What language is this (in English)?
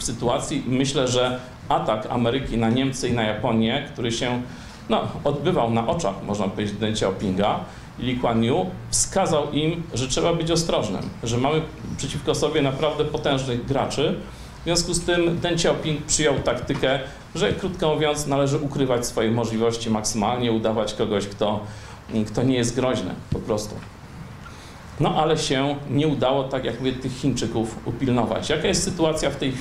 Polish